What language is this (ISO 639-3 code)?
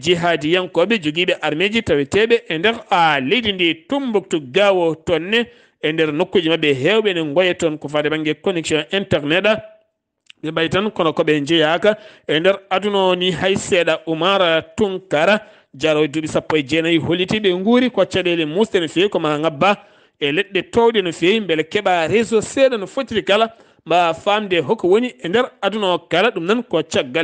ful